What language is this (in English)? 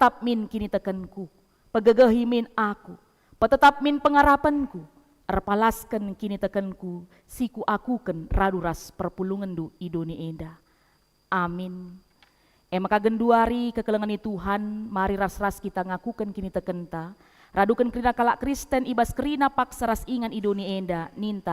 Batak Karo